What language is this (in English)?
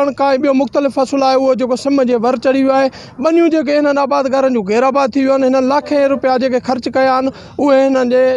Sindhi